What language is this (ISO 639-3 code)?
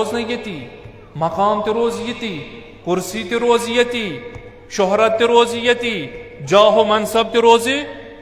kas